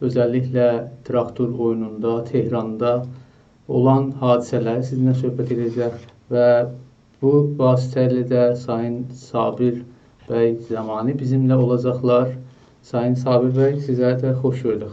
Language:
South Azerbaijani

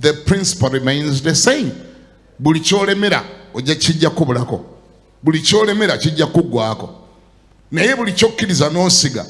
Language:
Ganda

